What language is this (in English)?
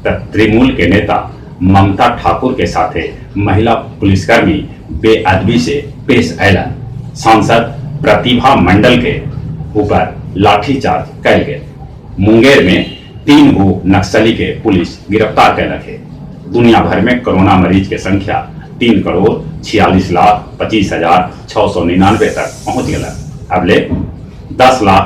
Magahi